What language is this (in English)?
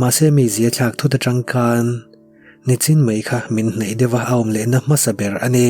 Mizo